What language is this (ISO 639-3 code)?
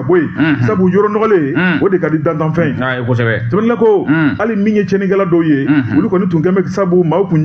bam